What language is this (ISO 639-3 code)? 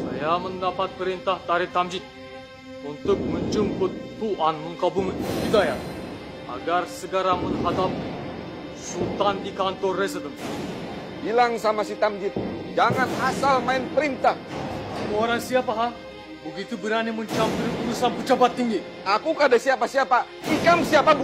bjn